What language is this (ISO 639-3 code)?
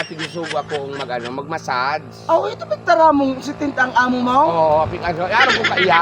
bik